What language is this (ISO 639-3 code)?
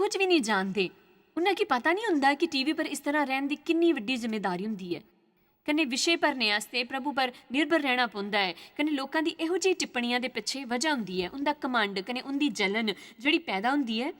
doi